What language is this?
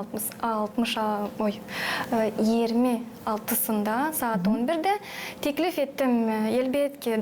Gagauz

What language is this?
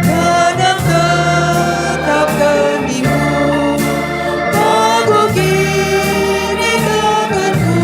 Batak Karo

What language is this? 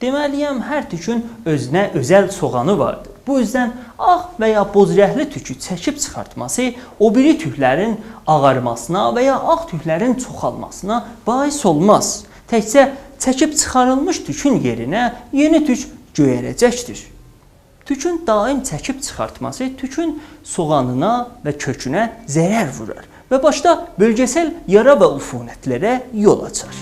South Azerbaijani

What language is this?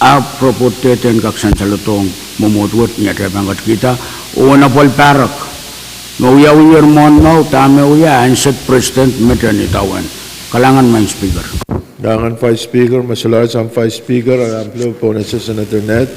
Pohnpeian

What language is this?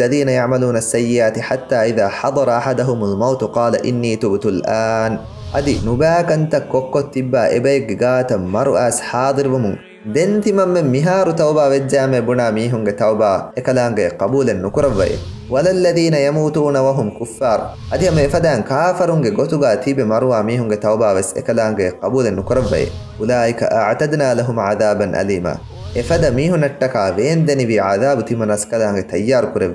Divehi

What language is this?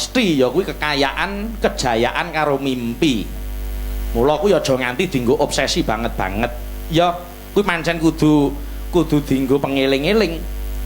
Javanese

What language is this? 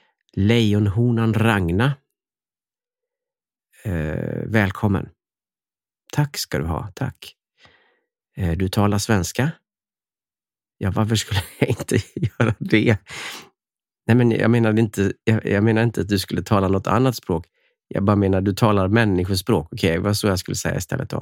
Swedish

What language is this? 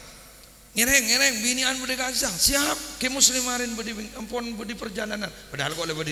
Madurese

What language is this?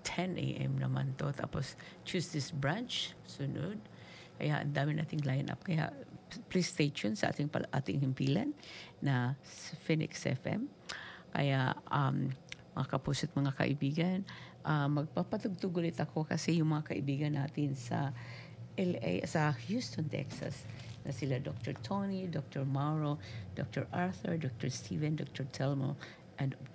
Filipino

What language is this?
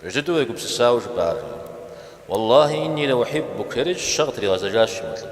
Kabardian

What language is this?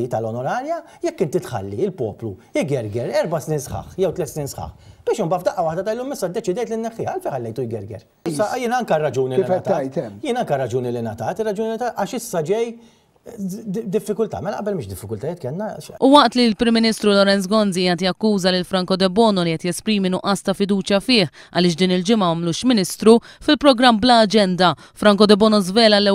Maltese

